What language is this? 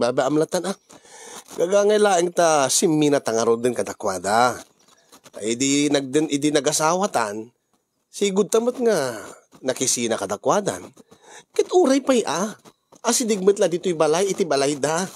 Iloko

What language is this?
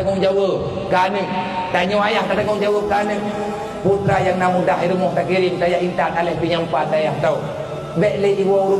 Achinese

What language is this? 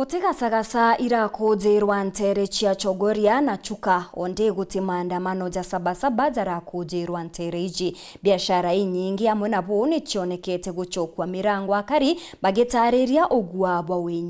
Meru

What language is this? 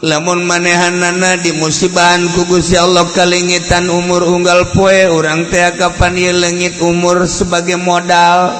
Sundanese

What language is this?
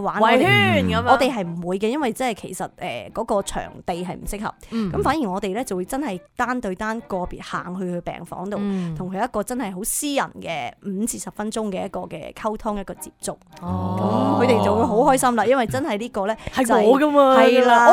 Cantonese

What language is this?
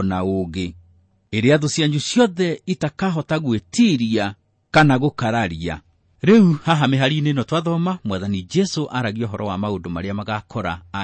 Kikuyu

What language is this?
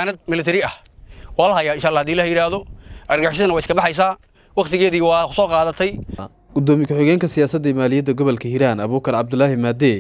Somali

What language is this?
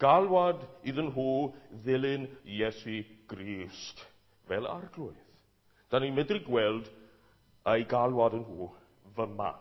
Welsh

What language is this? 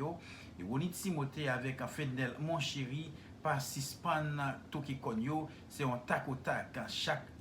Haitian Creole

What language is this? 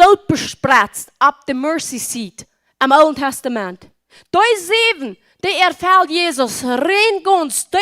Plautdietsch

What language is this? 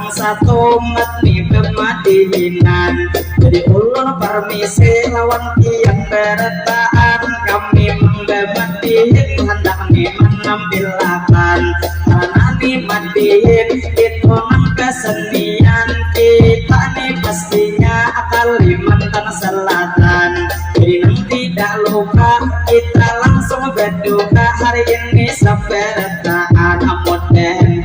Banjar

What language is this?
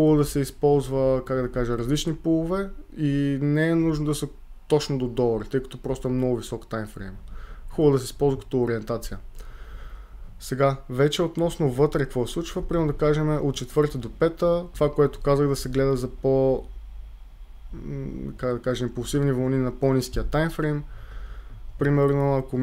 Bulgarian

